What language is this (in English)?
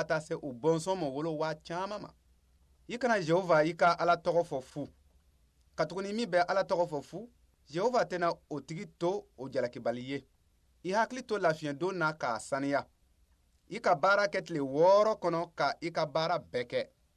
Bambara